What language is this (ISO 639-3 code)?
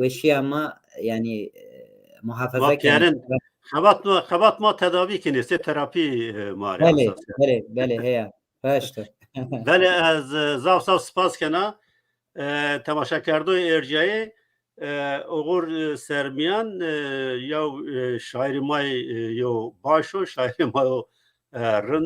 zza